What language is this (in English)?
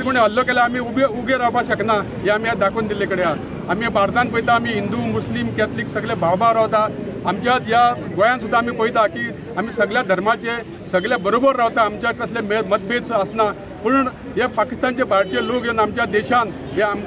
Konkani